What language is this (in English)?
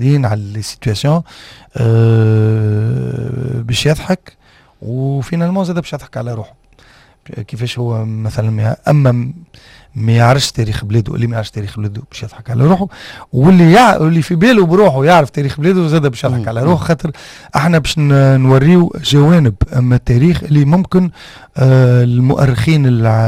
Tunisian Arabic